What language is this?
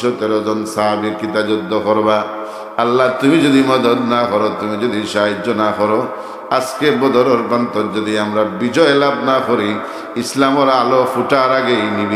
Sylheti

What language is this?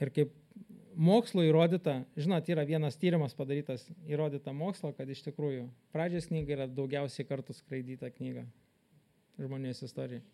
Lithuanian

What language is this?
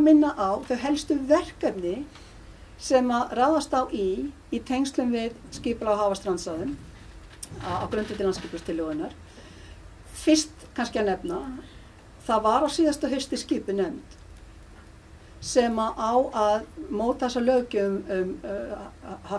Icelandic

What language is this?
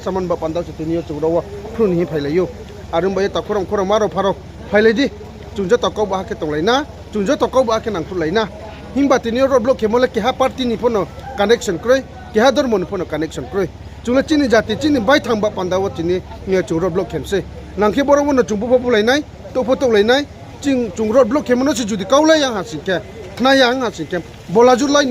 Riang (India)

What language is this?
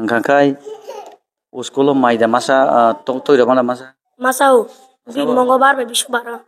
Kok Borok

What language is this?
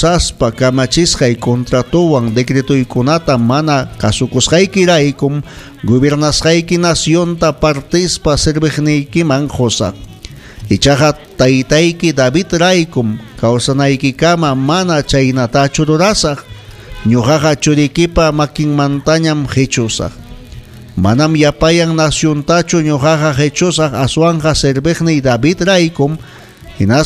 Ayacucho Quechua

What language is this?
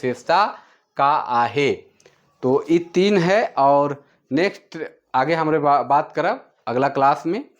Sadri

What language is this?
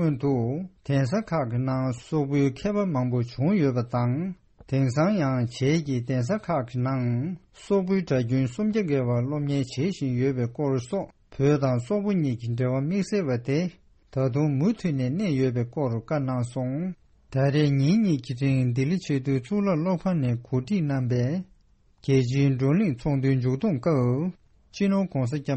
Tibetan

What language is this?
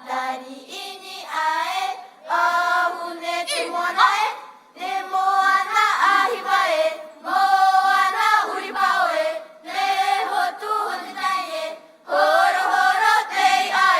Tahitian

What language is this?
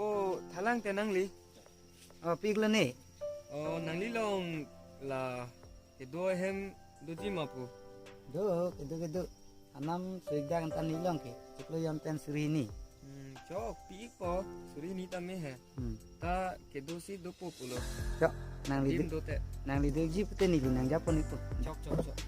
Karbi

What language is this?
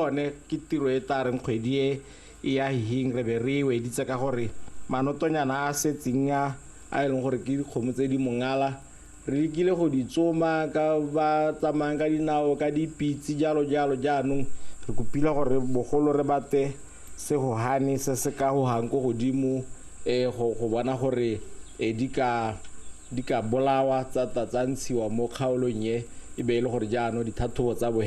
Tswana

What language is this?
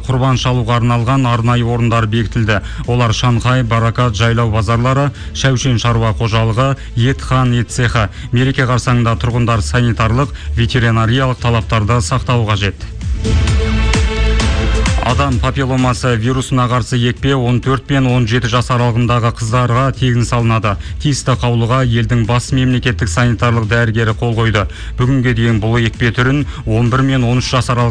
Kazakh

